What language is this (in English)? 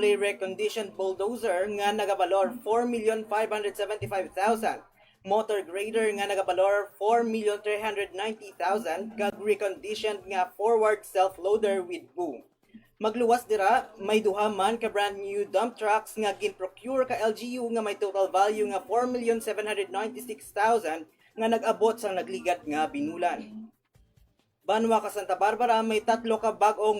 Hiligaynon